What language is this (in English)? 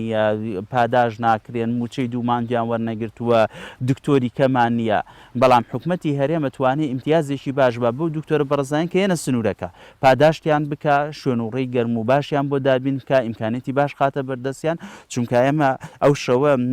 Central Kurdish